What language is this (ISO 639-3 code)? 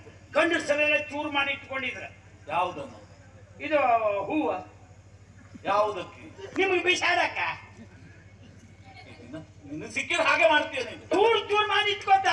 kan